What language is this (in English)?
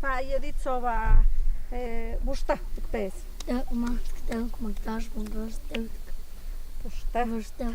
Totontepec Mixe